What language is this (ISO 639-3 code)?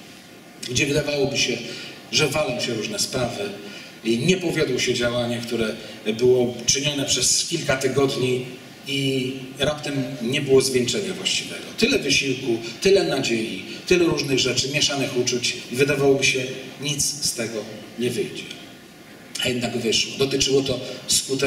pol